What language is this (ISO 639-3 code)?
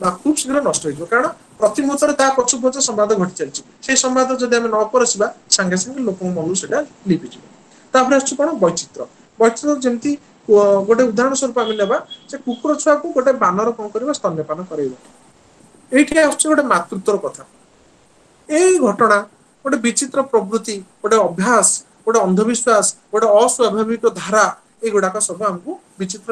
ori